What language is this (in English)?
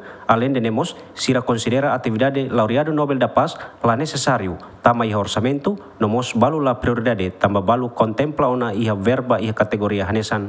Tetum